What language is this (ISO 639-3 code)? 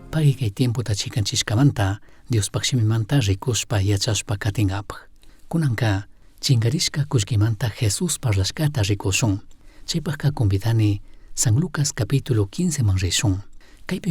qug